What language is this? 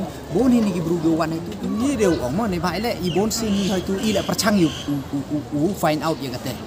Pnar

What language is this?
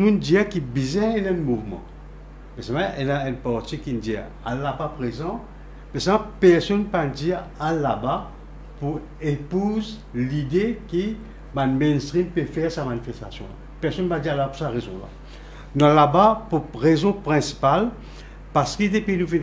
Morisyen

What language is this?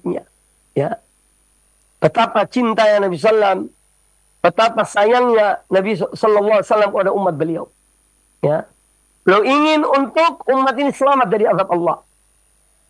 Indonesian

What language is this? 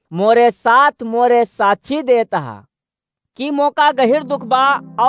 Awadhi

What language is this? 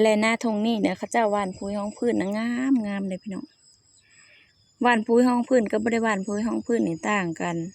Lao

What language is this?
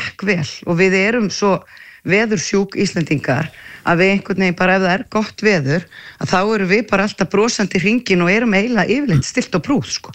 Icelandic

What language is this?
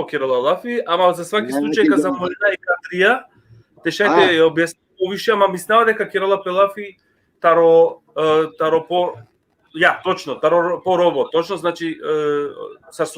Balkan Romani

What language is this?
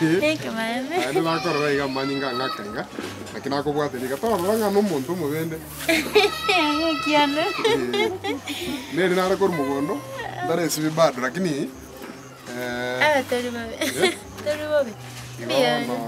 Gusii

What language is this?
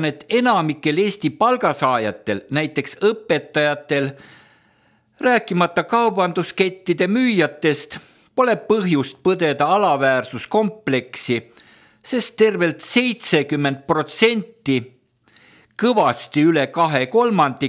Estonian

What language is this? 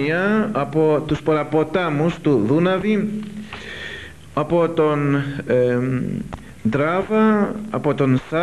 Greek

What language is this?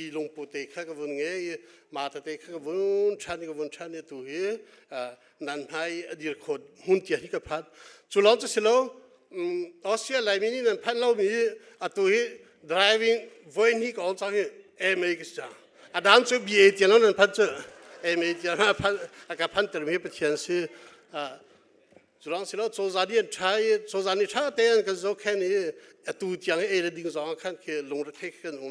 Hakha Chin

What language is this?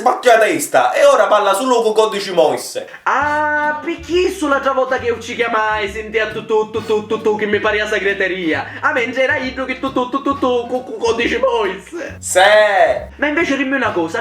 Sicilian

